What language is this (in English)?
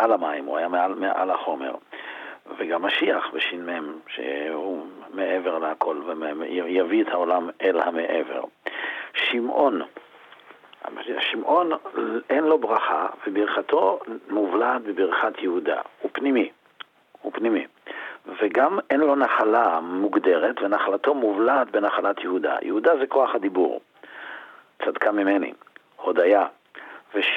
Hebrew